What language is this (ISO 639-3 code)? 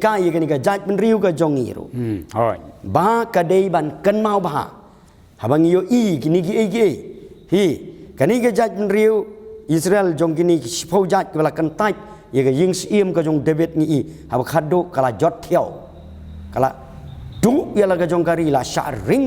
kha